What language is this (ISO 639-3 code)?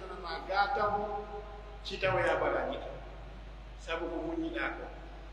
fuf